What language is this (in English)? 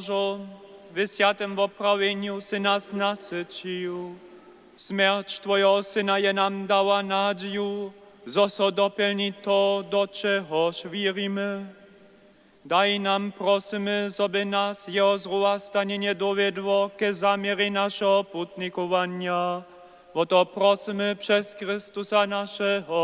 Upper Sorbian